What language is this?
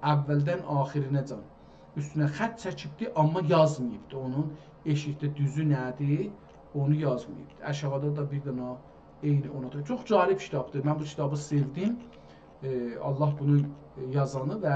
South Azerbaijani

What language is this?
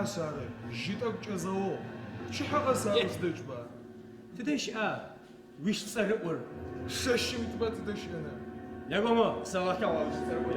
Adyghe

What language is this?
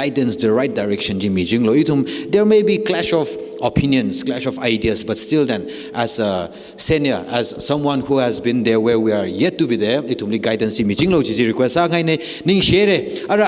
Tangkhul Naga (India)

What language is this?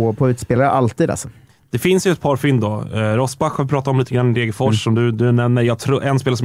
Swedish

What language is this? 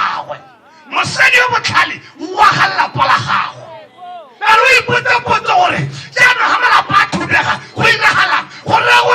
Tswana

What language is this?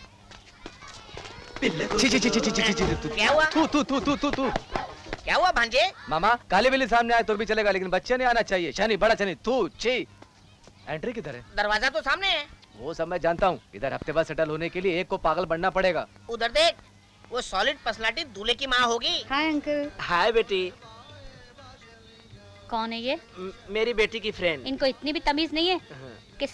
Hindi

